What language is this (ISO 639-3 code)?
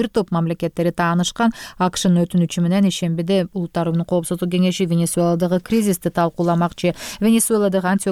kir